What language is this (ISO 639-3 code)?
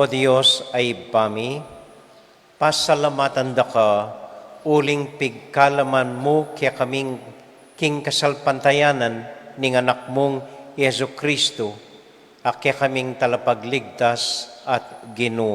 pam